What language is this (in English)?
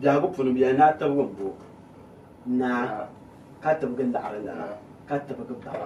Dagbani